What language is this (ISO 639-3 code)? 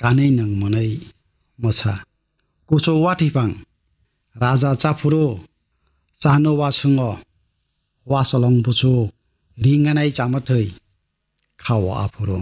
trp